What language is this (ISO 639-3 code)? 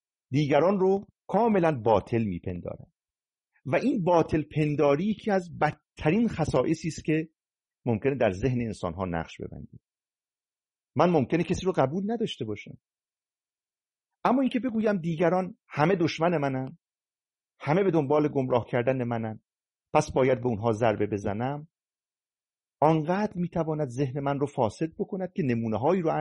fas